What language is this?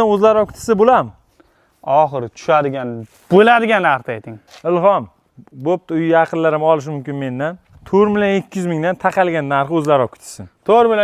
Uzbek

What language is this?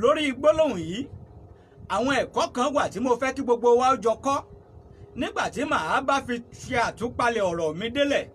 Yoruba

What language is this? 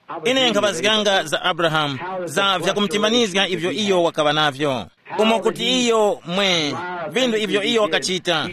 Tumbuka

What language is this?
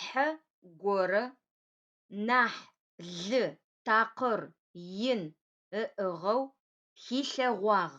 Adyghe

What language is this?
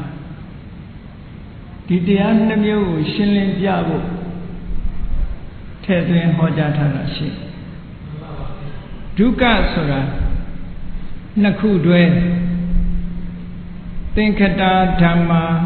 Burmese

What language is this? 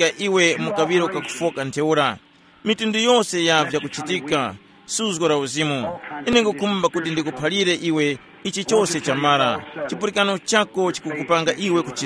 Tumbuka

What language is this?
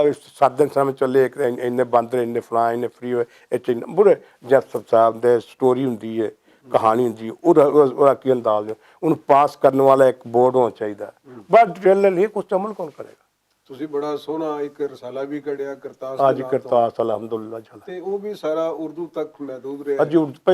Western Panjabi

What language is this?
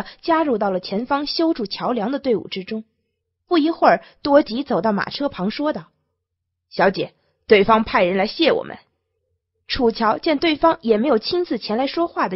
Chinese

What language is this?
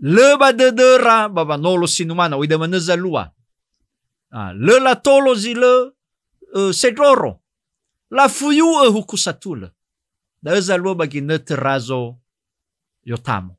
Nias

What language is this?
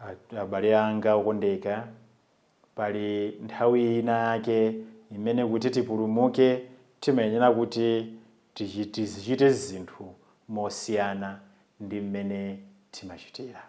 Nyanja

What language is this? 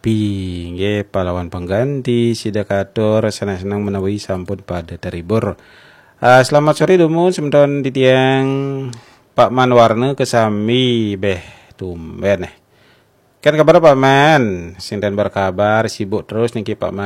Balinese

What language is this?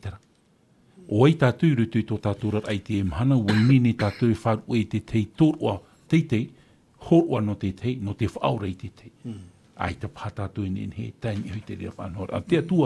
Tahitian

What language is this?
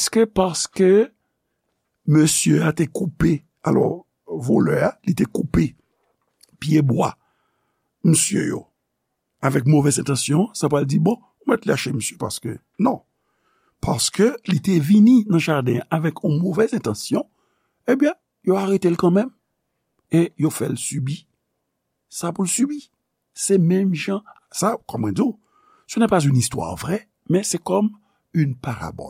Haitian Creole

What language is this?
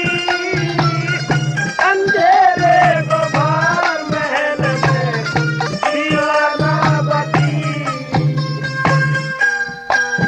Haryanvi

